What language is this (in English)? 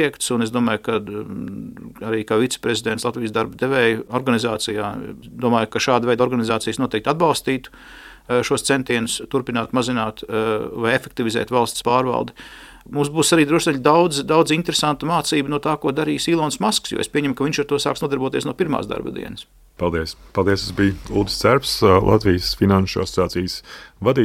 Latvian